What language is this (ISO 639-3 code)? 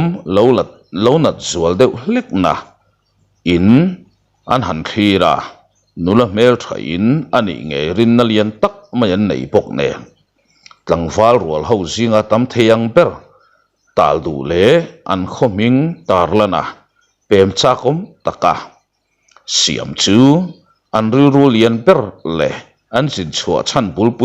lus